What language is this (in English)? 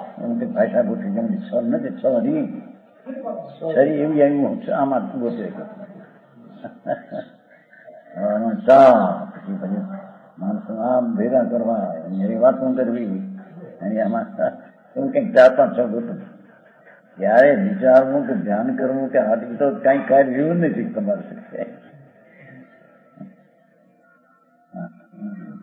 Gujarati